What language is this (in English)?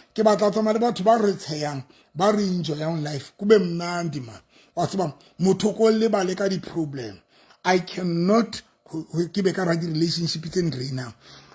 Southern Sotho